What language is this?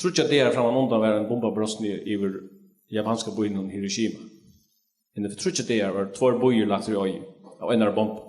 Faroese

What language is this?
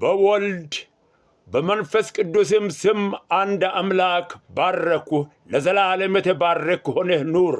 Amharic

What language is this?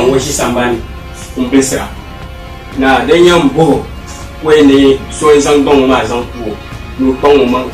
Dagbani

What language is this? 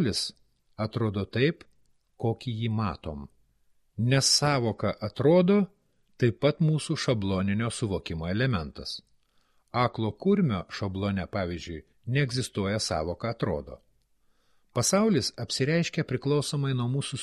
Lithuanian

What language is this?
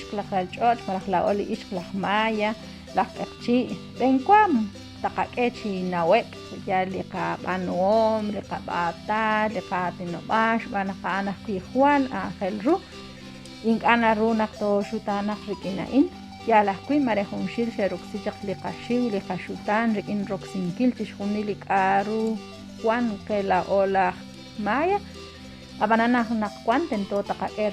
Kekchí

